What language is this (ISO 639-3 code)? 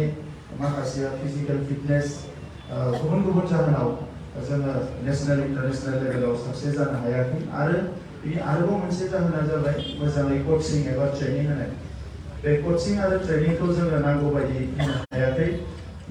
brx